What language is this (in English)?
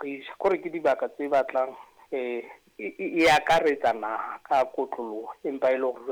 Southern Sotho